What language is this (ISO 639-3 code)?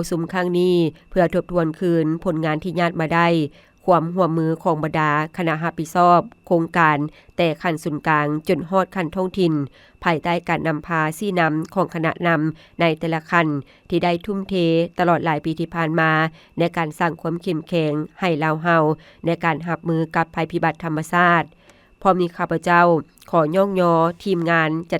lao